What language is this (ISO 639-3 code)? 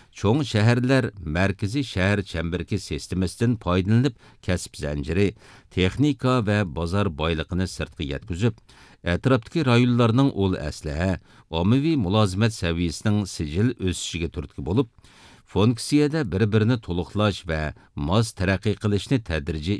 uig